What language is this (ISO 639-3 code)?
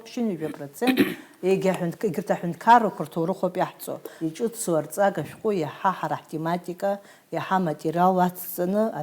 abk